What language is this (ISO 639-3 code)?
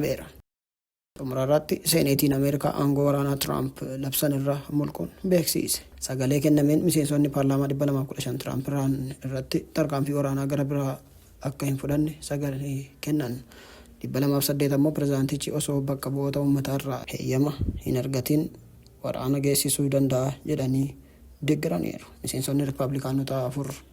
orm